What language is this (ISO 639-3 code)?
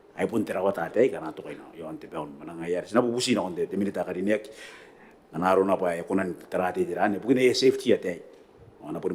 gil